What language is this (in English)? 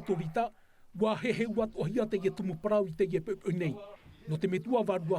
Tahitian